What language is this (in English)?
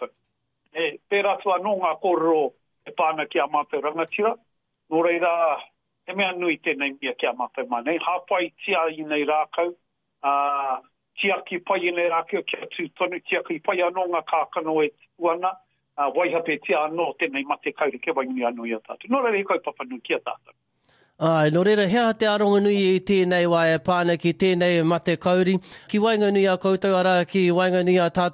Māori